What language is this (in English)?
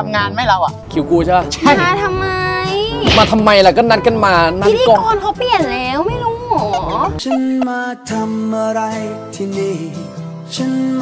Thai